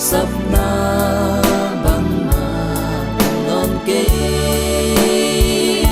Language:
Tedim Chin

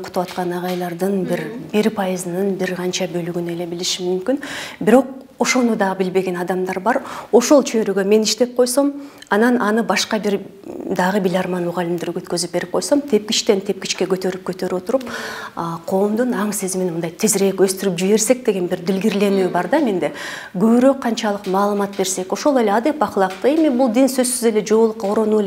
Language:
Kyrgyz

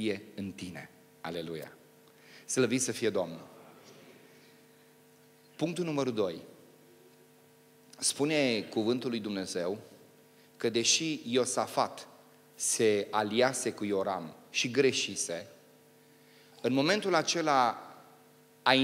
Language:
Romanian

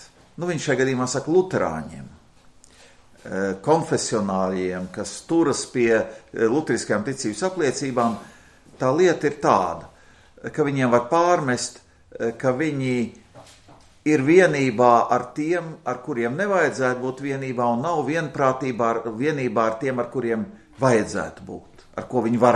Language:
Latvian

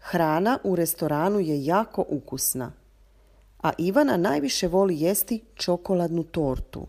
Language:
Serbian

